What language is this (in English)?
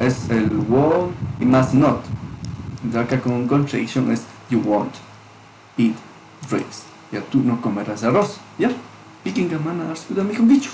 Chimborazo Highland Quichua